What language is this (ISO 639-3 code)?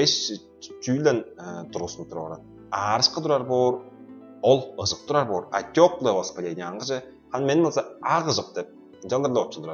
tyv